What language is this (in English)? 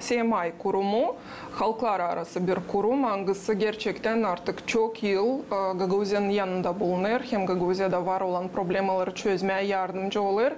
Gagauz